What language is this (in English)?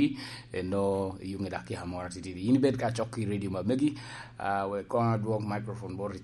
Lango (Uganda)